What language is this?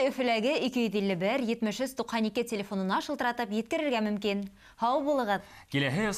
Bashkir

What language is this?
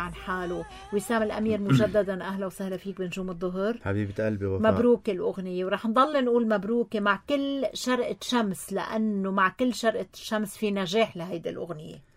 North Levantine Arabic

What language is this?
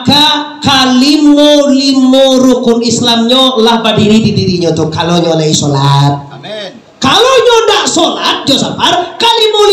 Minangkabau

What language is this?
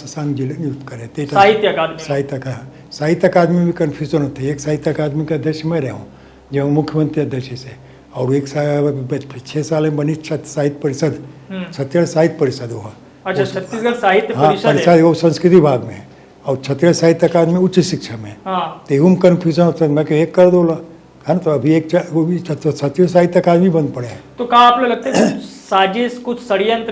Chhattisgarhi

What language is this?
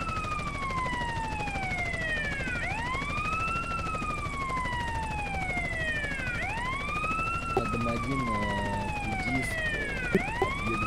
Russian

